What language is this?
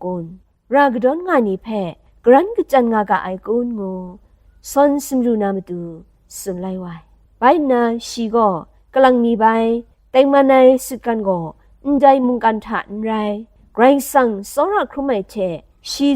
Kachin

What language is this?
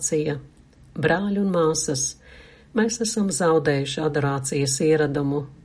Latvian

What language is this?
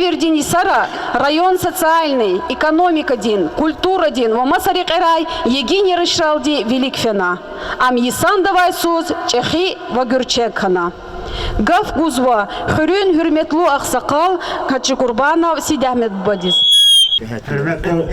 Lezghian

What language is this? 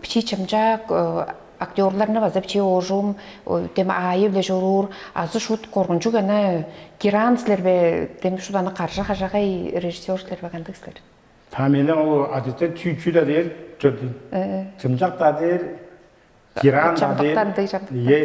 Tuvinian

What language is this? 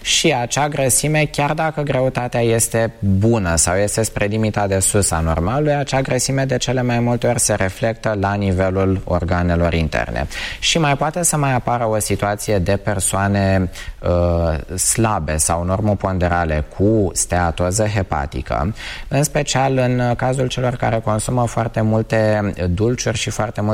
Romanian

